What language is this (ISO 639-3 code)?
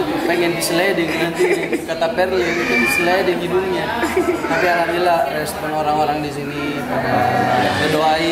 ind